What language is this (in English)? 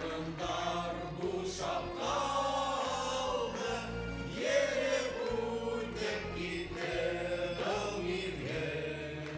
Bashkir